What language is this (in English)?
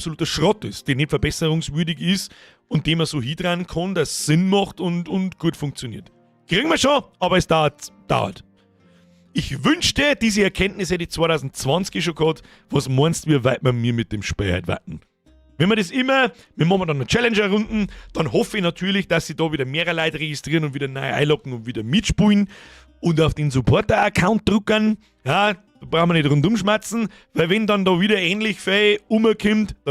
Bavarian